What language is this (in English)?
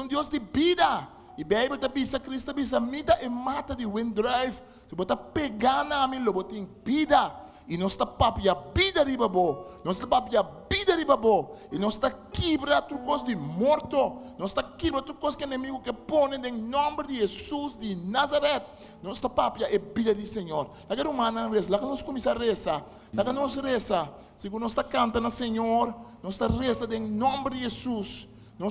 Papiamento